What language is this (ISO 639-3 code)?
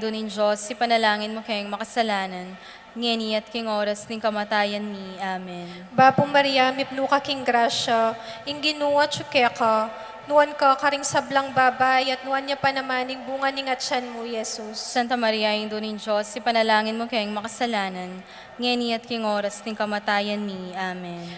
pam